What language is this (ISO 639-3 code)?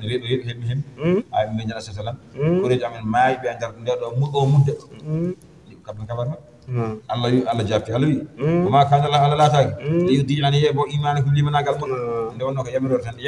ful